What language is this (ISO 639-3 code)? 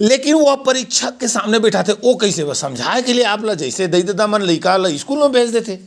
hne